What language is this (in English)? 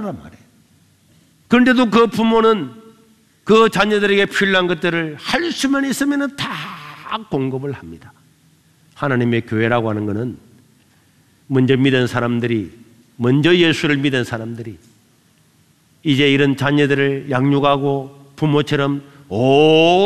Korean